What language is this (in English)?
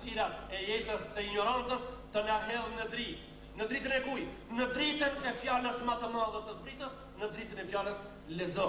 Albanian